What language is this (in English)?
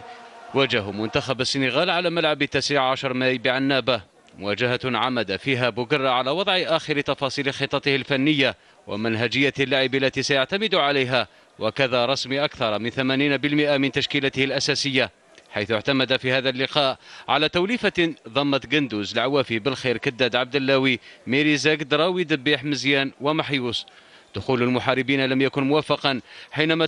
Arabic